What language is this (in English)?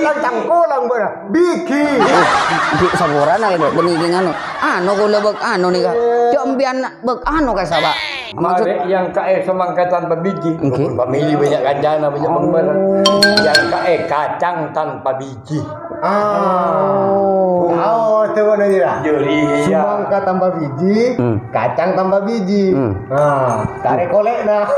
Madurese